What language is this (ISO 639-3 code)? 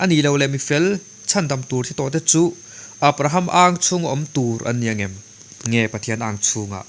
lus